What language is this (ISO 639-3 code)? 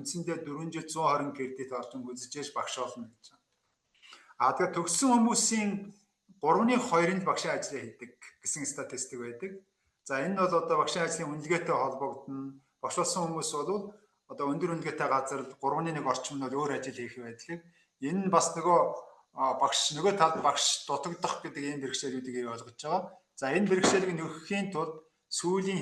mon